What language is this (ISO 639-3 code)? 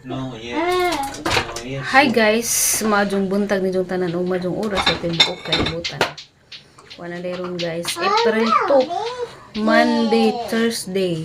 ceb